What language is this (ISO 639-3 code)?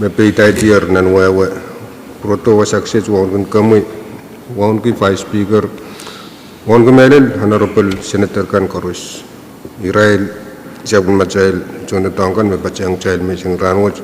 pon